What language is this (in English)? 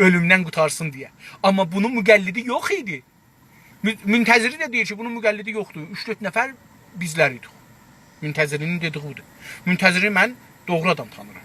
South Azerbaijani